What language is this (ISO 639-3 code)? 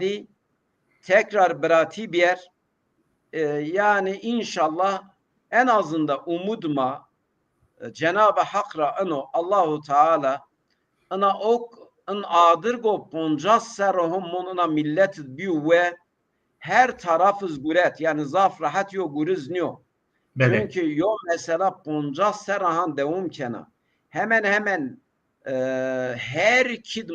zza